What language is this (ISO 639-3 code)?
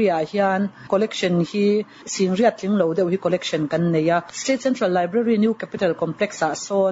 lus